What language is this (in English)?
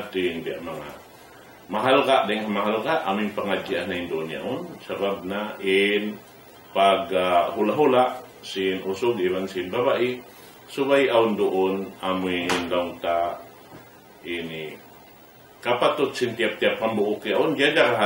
Tausug